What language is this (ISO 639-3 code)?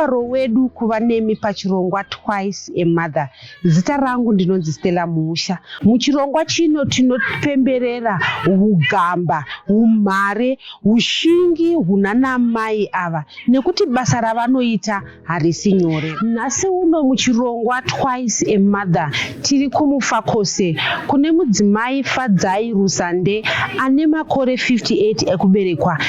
sna